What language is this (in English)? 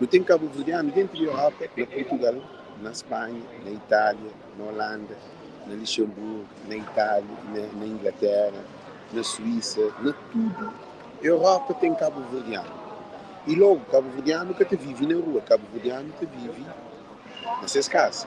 Kabuverdianu